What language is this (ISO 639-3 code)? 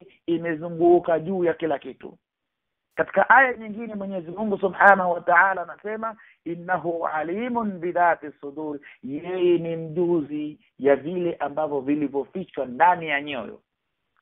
swa